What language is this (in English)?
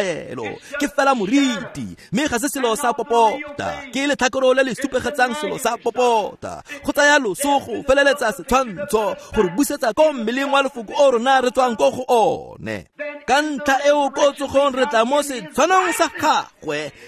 Tswana